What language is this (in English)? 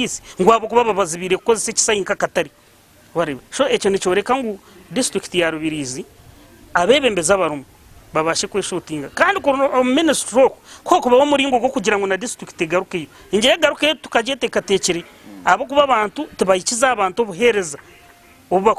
Nyankole